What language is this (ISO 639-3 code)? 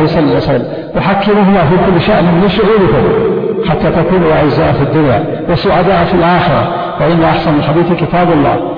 ara